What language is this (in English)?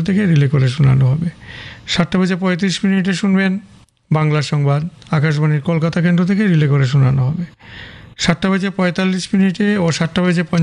Bangla